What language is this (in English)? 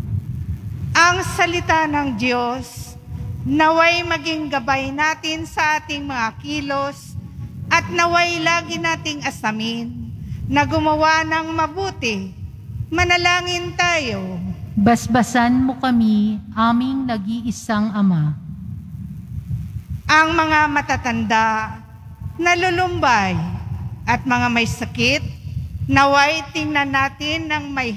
Filipino